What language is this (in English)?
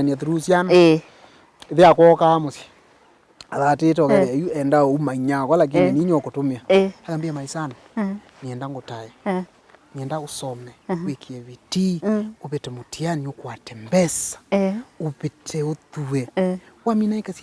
Kamba